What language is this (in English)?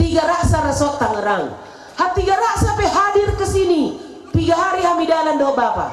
Batak Simalungun